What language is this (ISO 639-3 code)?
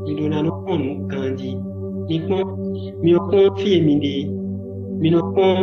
fon